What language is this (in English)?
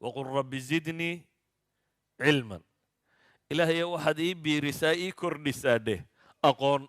Somali